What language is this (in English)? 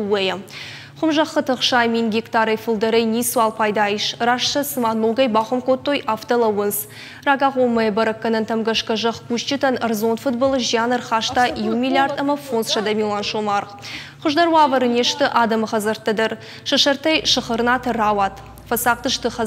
Ossetic